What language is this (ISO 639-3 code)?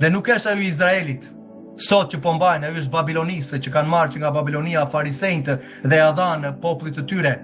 sqi